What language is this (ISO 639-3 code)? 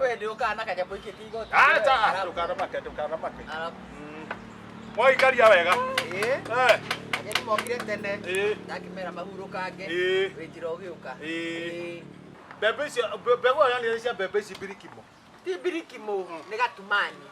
kik